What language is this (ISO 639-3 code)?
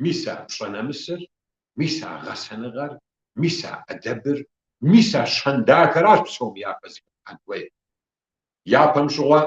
kbd